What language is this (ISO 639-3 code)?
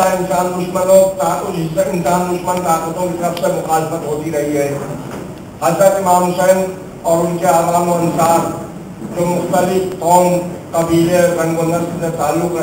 urd